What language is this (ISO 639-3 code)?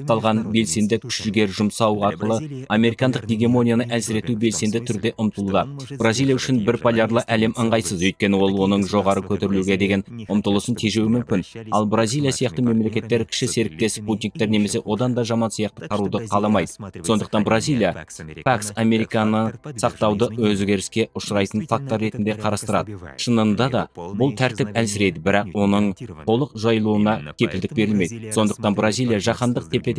kaz